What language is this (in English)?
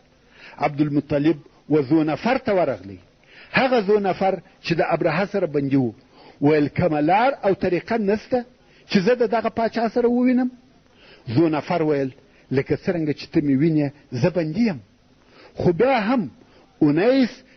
Pashto